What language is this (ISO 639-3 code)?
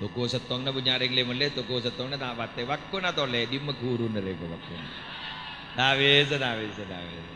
mad